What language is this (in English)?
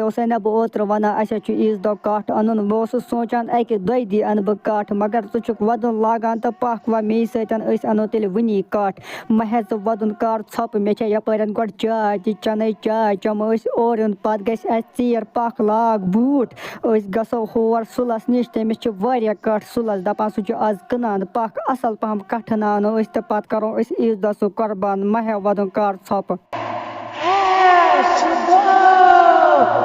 Kashmiri